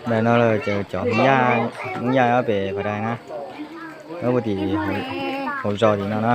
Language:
Hmong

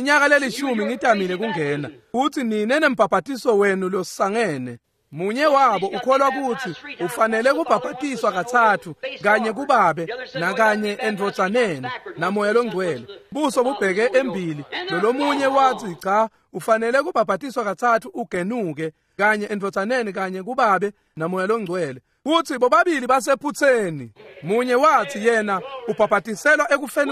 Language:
Swati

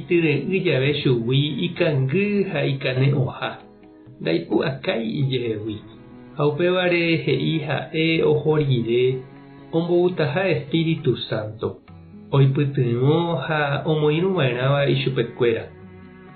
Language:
Guarani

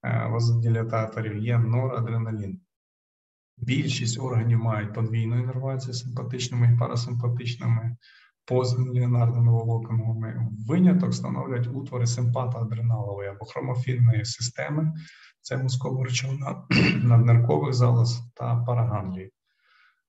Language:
Ukrainian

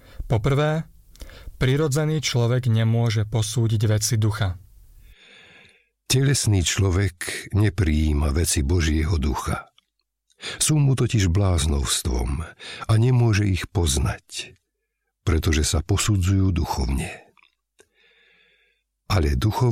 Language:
Slovak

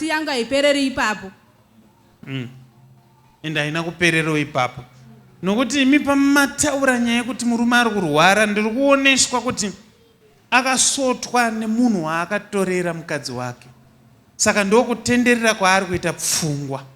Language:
Shona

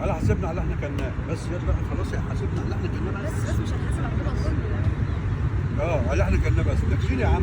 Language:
Egyptian Arabic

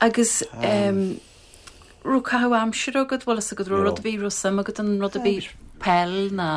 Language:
Irish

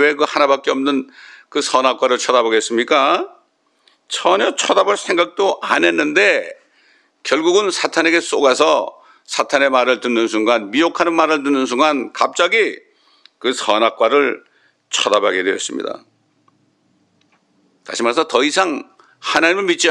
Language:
Korean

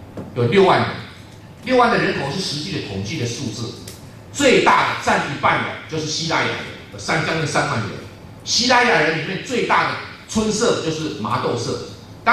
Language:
Chinese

